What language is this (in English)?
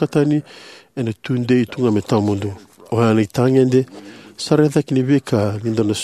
Fijian